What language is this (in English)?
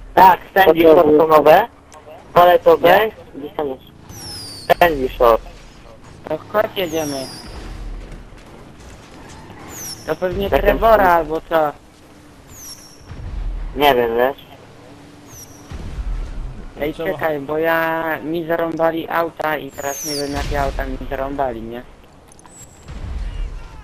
Polish